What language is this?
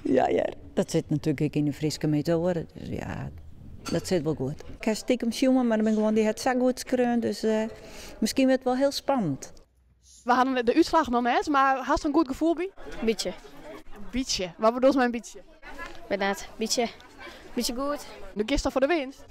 Western Frisian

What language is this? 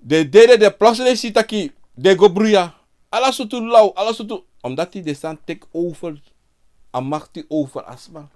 Sranan Tongo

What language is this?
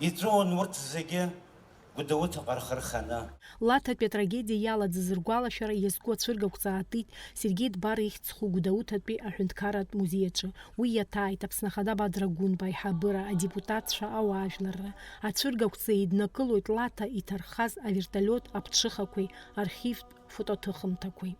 Abkhazian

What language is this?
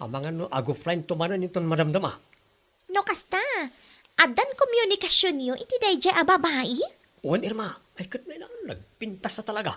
Iloko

